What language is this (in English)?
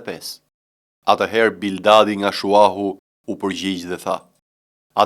Albanian